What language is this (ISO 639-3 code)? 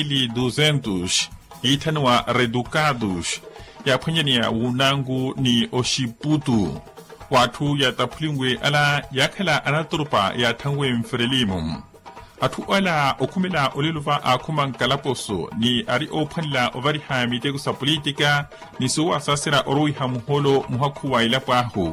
vmw